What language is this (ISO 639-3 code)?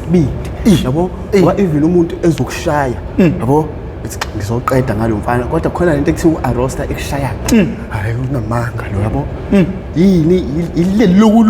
zul